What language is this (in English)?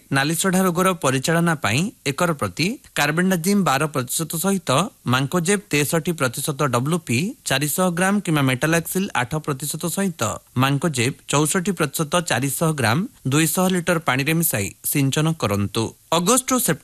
Odia